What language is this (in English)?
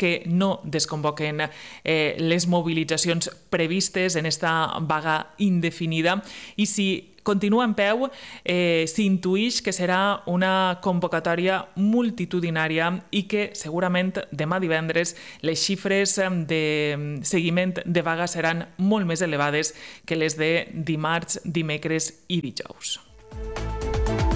Catalan